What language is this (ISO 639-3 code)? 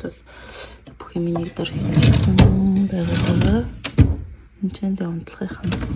mon